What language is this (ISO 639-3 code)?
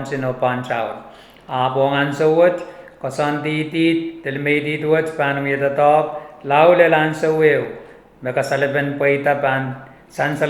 pon